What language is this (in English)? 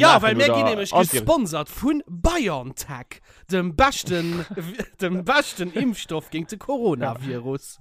Luxembourgish